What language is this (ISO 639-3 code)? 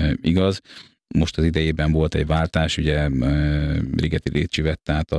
hun